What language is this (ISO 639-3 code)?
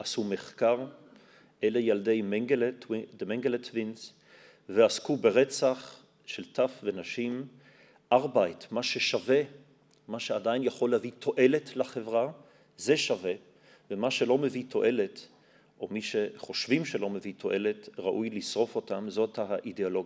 heb